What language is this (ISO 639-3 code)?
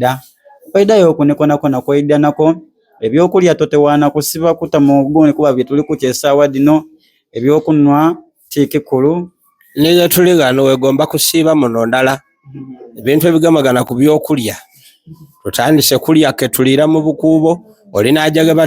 xog